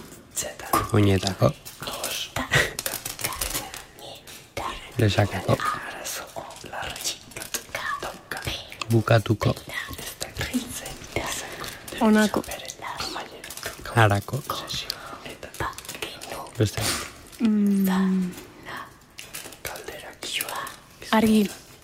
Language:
Basque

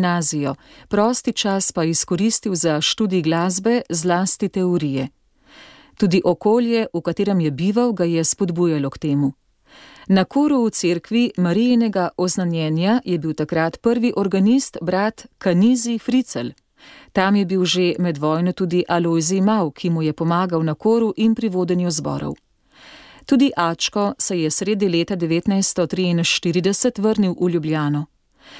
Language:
Slovenian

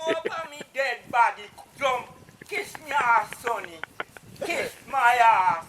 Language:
Jamaican Creole English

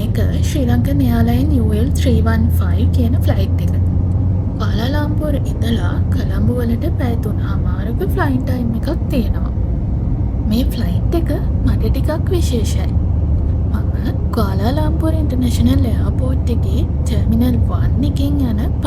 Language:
Sinhala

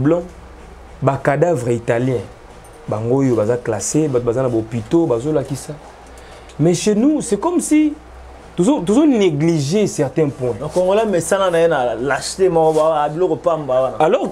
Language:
Lingala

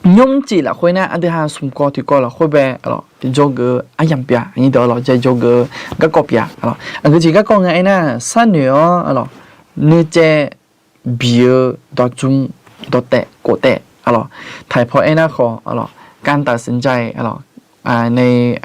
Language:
Akha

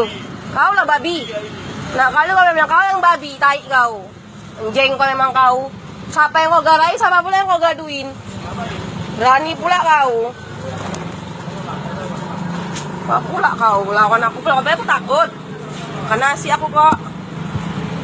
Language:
Indonesian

